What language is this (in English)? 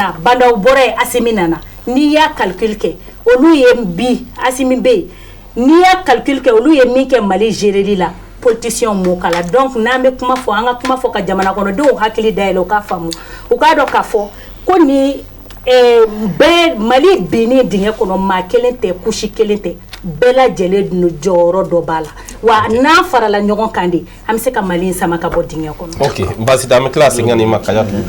Bambara